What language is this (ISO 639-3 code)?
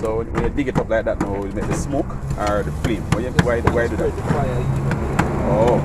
jam